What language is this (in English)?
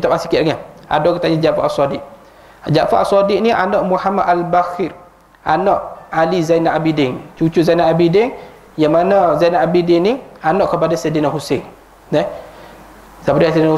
Malay